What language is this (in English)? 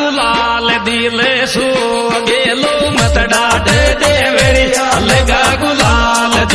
Bhojpuri